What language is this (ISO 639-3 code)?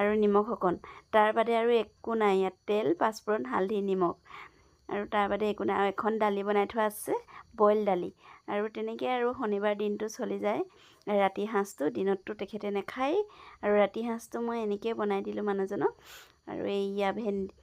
asm